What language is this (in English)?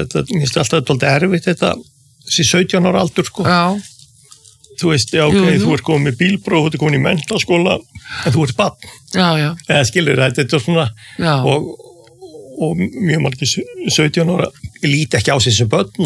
Icelandic